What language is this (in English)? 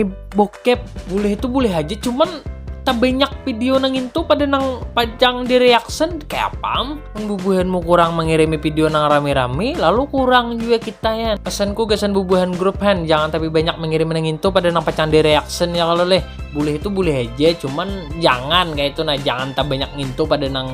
Banjar